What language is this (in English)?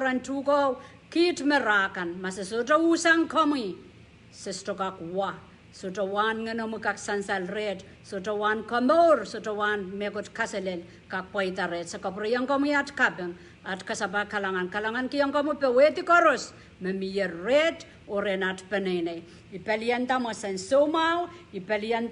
Pohnpeian